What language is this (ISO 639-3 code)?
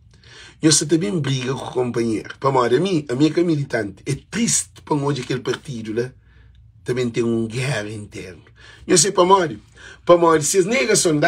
kea